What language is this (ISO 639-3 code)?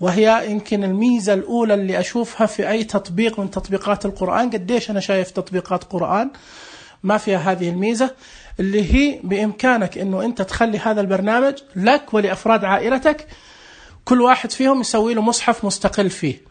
ars